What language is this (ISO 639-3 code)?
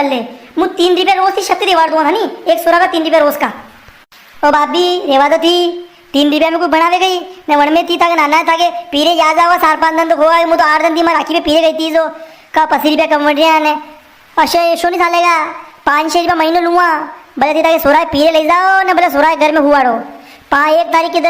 raj